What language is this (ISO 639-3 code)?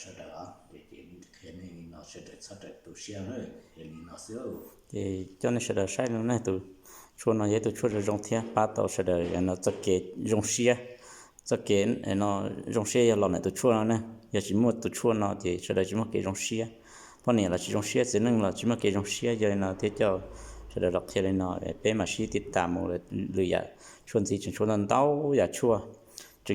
hmn